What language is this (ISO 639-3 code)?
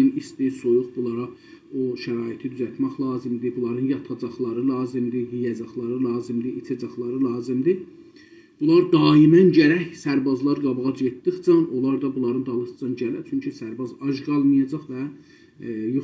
azb